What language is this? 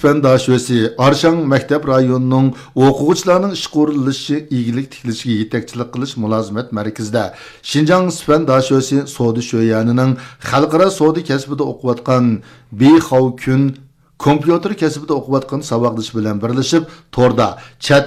Uyghur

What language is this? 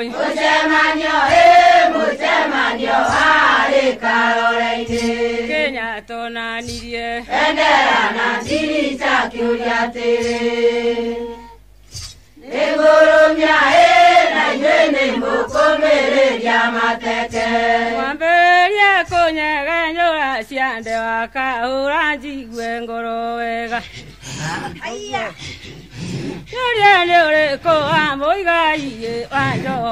Kikuyu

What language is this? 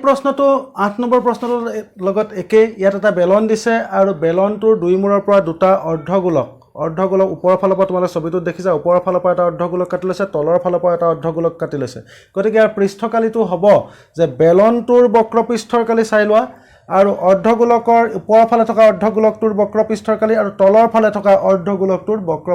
Assamese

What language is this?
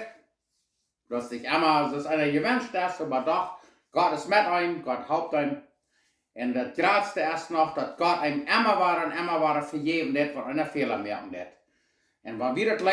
Plautdietsch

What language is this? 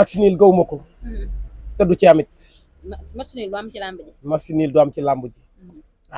Wolof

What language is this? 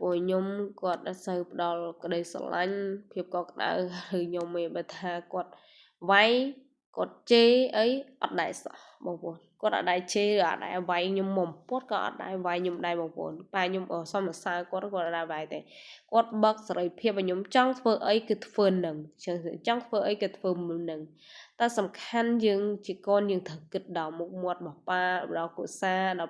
Khmer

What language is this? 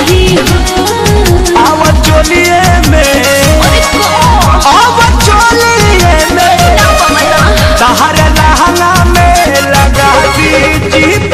Bhojpuri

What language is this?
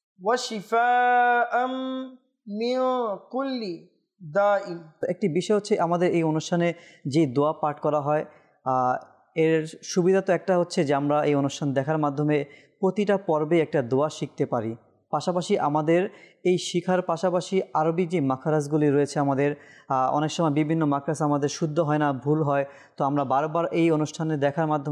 Bangla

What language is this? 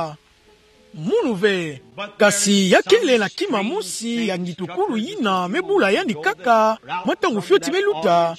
Kituba (Democratic Republic of Congo)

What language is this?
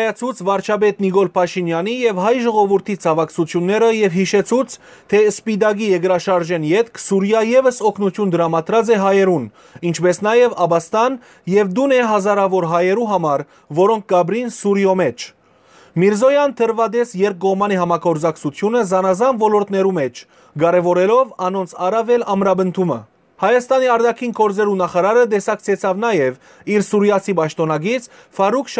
Western Armenian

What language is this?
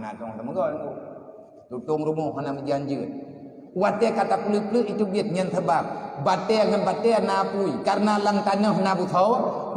Achinese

